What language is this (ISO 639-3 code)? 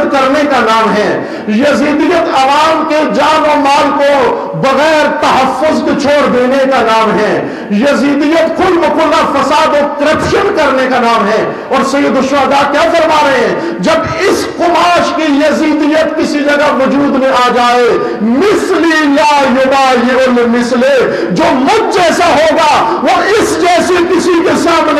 urd